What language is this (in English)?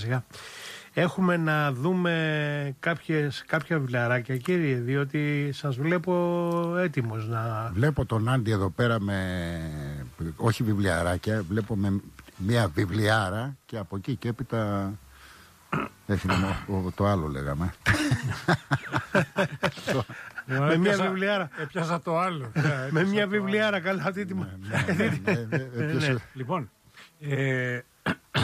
Greek